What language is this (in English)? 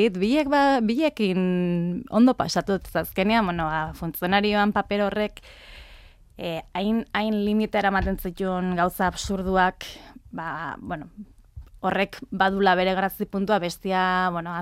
Basque